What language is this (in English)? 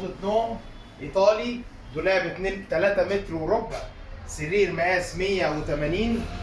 Egyptian Arabic